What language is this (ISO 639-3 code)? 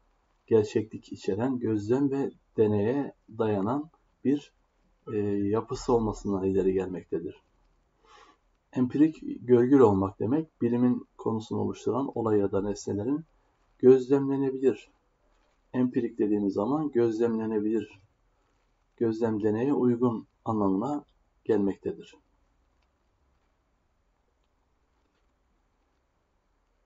tur